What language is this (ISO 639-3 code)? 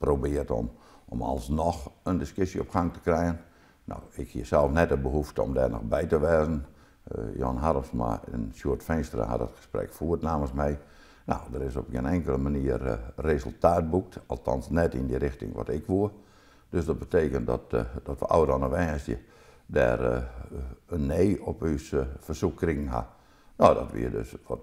fry